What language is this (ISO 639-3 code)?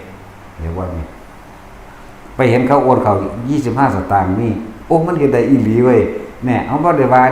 tts